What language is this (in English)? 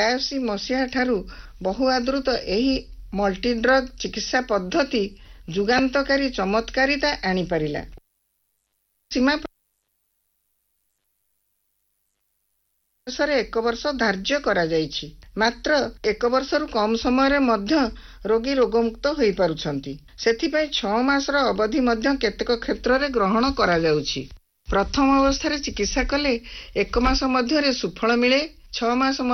Odia